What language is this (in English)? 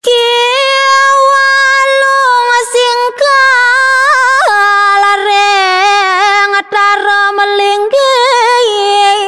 Balinese